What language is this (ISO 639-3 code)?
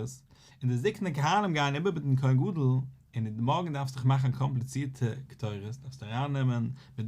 yid